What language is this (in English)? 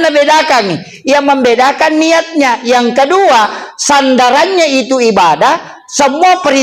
Buginese